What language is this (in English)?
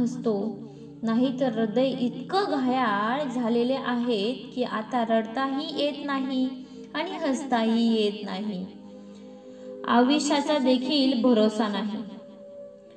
Marathi